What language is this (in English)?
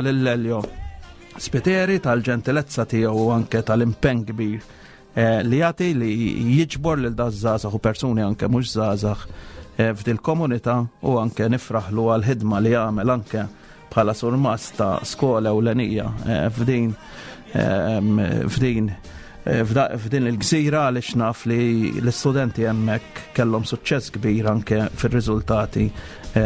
Maltese